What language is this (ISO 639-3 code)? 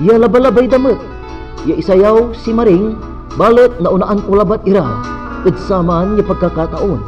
pag